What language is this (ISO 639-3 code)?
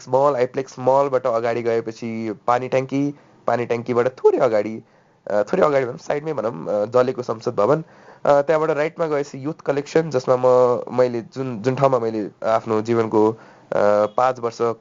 nep